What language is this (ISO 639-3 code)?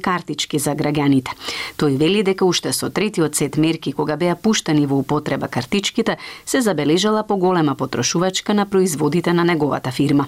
mkd